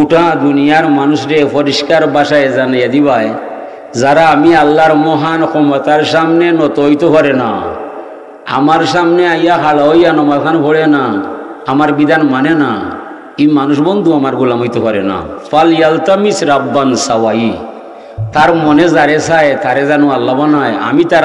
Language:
Sylheti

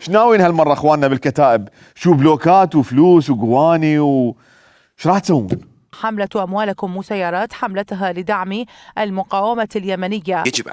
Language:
Mesopotamian Arabic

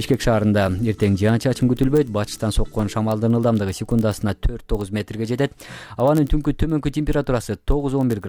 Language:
Kyrgyz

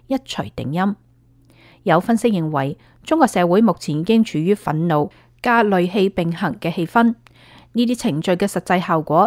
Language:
Cantonese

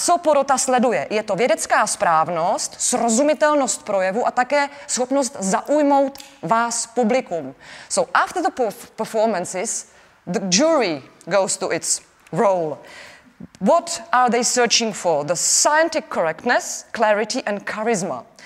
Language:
Czech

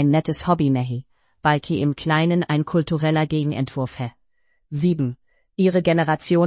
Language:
Estonian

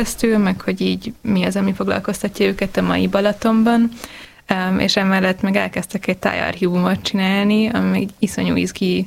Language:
Hungarian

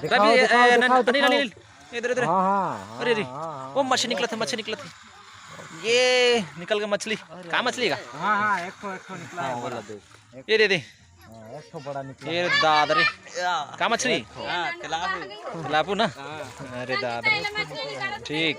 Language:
Chhattisgarhi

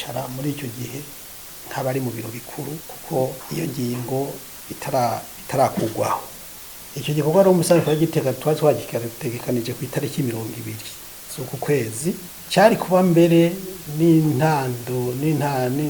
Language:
Rundi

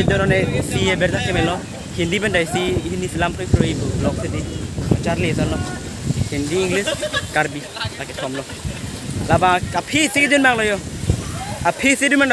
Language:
Karbi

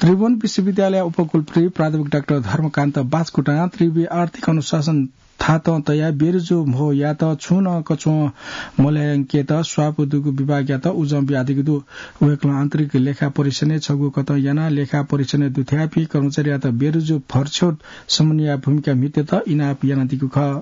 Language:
Newari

